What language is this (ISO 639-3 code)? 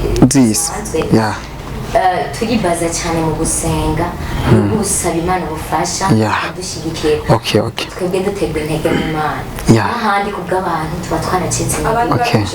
run